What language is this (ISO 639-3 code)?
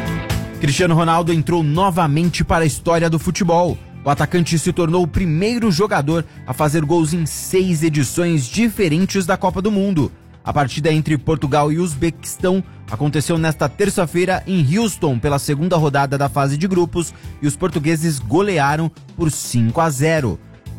por